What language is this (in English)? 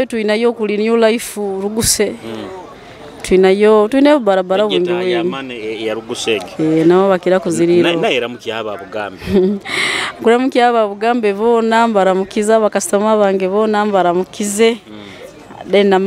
Nyoro